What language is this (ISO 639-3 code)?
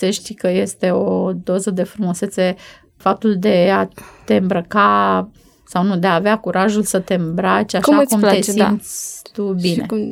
ron